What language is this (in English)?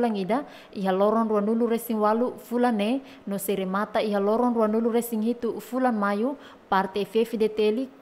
Tetum